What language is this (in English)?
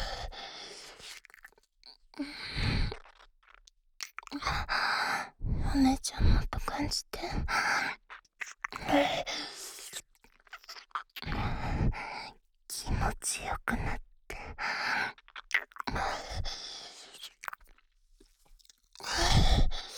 Japanese